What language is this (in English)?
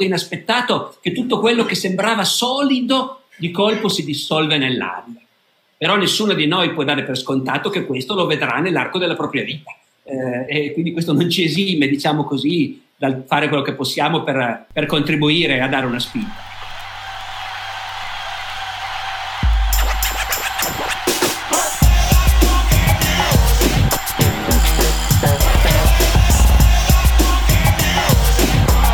Italian